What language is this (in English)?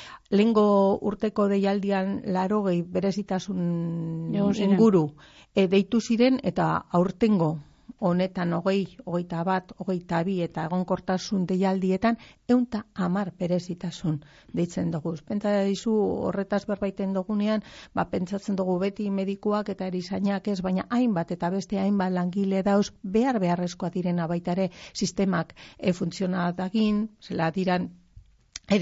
Basque